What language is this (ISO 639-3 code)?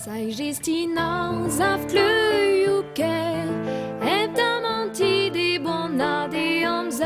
bre